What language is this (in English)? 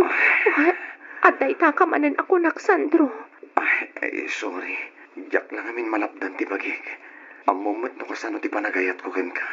Iloko